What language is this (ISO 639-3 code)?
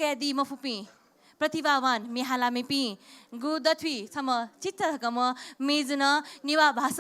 new